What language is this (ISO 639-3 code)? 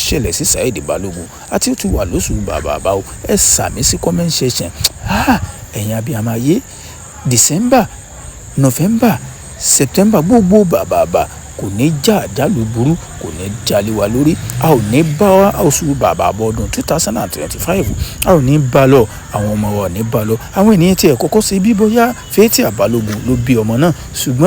yor